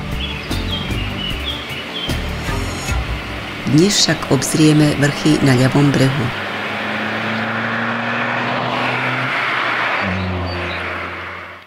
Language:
Slovak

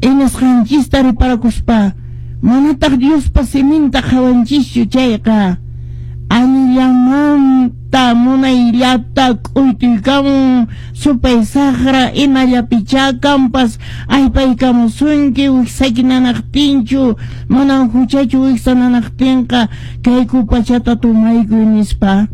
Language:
Quechua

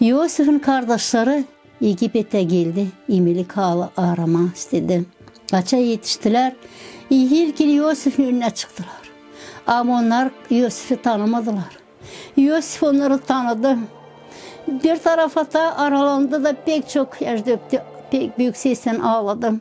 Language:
Gagauz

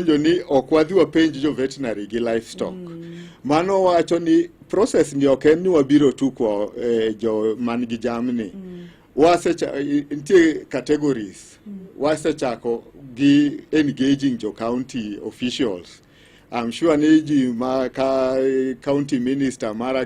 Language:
Luo (Kenya and Tanzania)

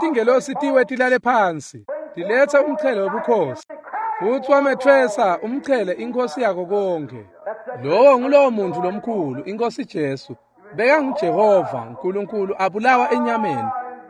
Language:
Swati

